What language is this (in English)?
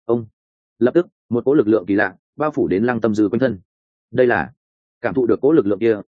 Vietnamese